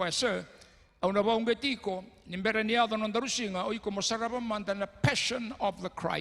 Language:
Fijian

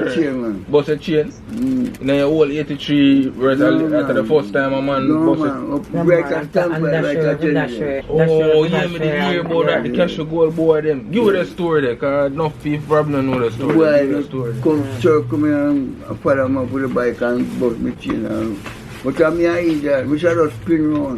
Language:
Jamaican Creole English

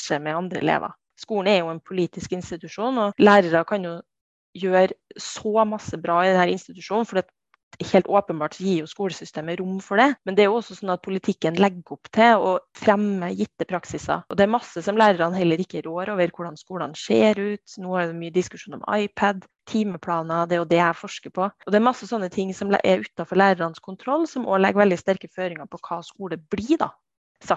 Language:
Norwegian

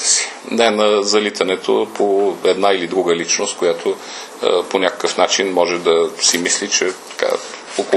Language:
Bulgarian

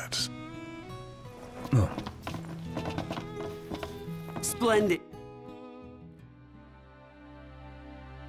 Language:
English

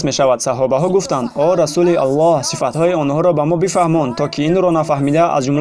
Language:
Tajik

